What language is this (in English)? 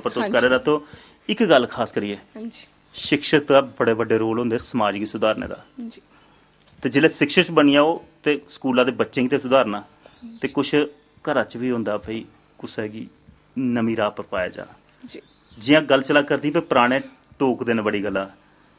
Dogri